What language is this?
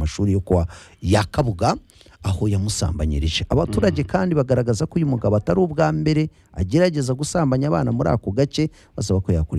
Kinyarwanda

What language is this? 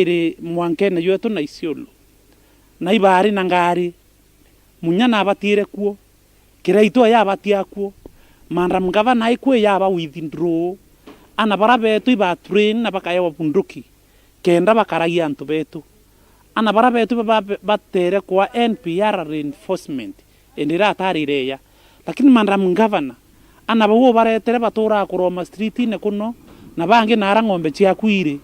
Meru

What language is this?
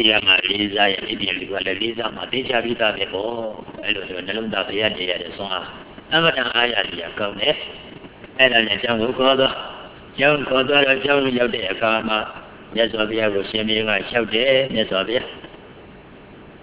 Burmese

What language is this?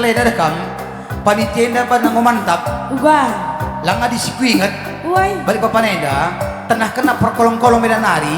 Batak Karo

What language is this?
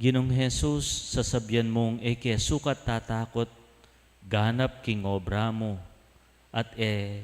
Pampanga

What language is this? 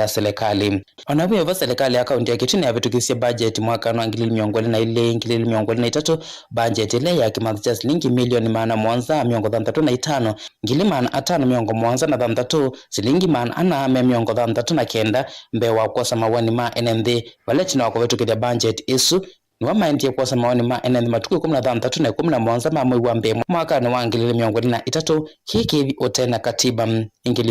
Kamba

